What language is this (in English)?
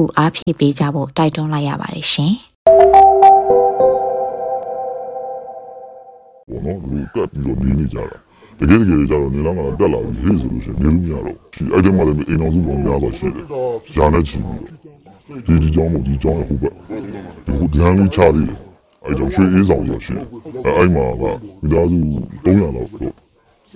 Burmese